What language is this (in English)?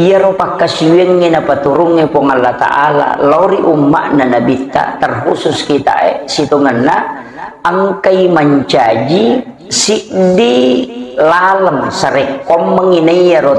Buginese